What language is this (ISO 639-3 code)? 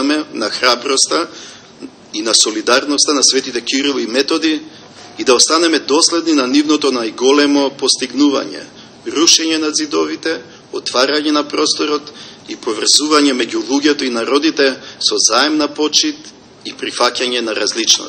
mkd